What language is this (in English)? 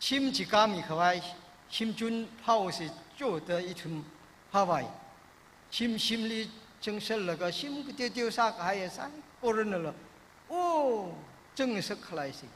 Tangkhul Naga (India)